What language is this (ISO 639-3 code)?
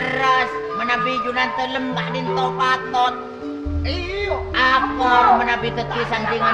mad